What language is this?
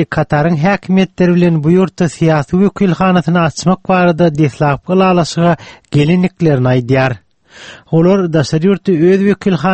Turkmen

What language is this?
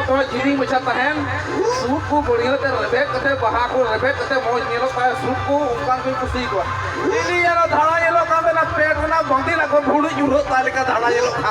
Santali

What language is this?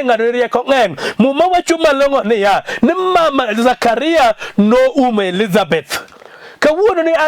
Luo (Kenya and Tanzania)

